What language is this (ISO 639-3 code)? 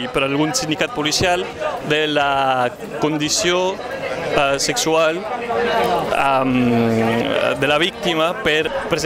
cat